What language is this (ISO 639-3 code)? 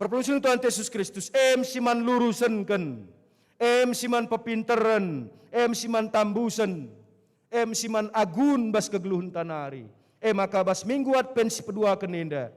btx